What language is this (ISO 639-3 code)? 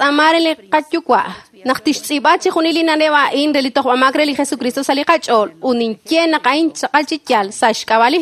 kek